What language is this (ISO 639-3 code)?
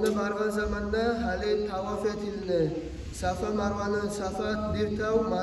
kum